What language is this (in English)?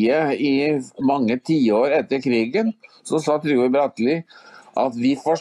Norwegian